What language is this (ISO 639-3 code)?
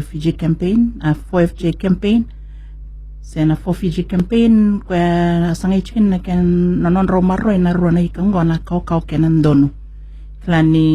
fij